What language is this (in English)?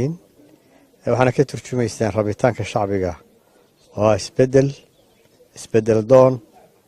Somali